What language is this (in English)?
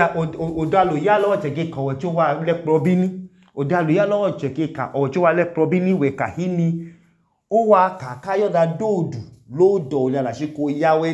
Idoma